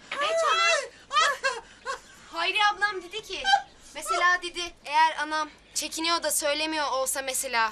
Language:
Turkish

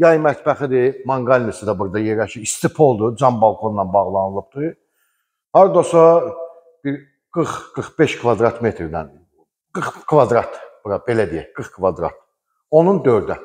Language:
Azerbaijani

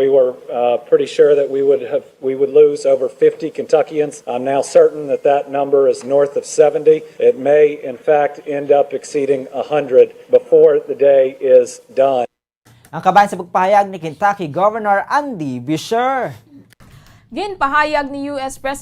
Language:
Hiligaynon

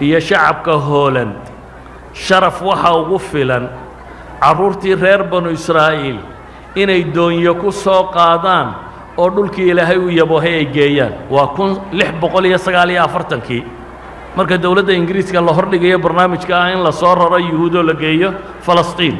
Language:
Somali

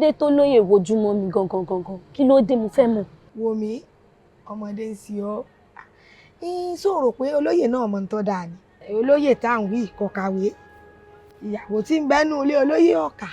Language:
Yoruba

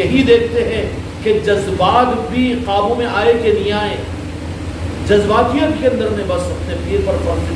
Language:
Urdu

